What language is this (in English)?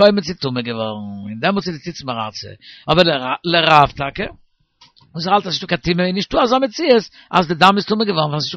Yiddish